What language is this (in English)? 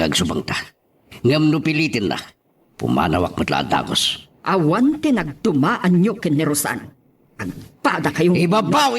Iloko